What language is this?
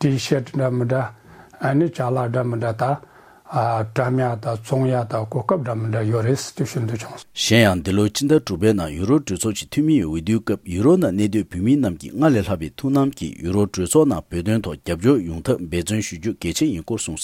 Tibetan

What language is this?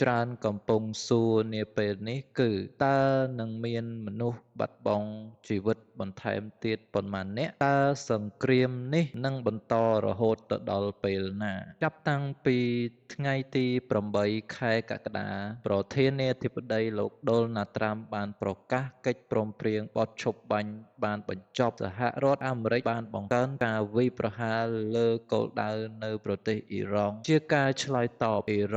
Khmer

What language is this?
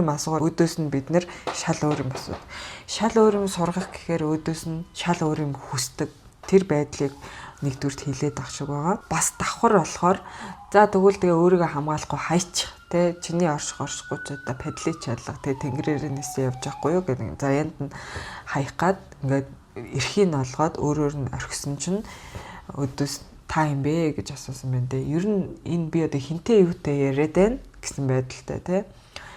Mongolian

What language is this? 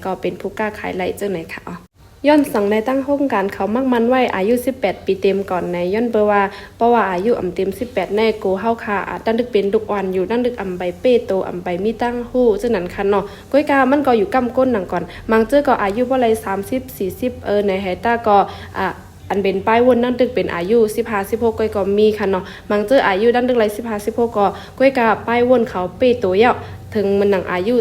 Shan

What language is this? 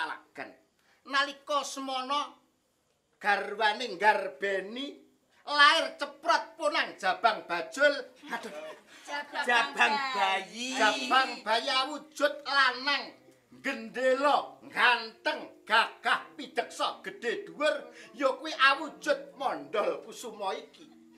Javanese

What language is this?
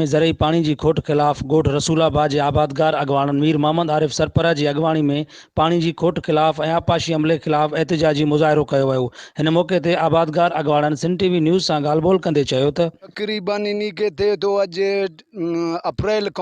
Sindhi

